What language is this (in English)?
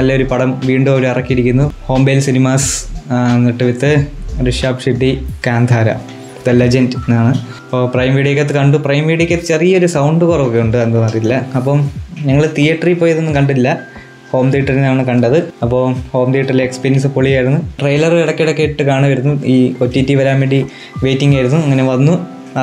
Malayalam